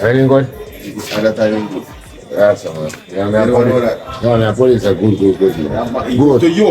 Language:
Jamaican Creole English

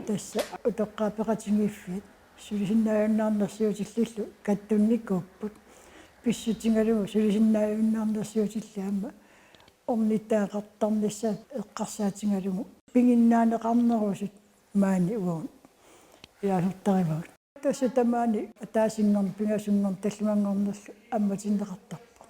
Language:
Kalaallisut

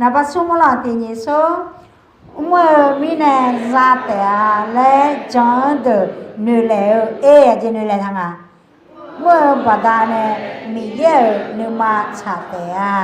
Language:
Akha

